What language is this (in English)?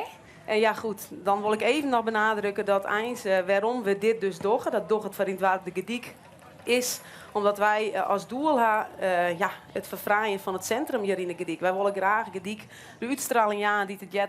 Western Frisian